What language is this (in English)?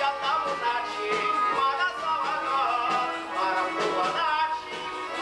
Chuvash